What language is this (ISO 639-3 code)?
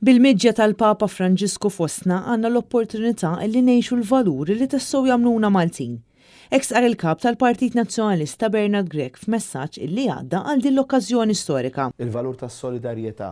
mlt